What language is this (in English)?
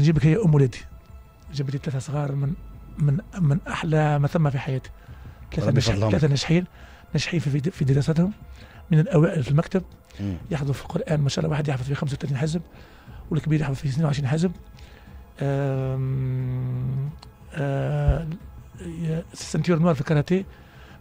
Tunisian Arabic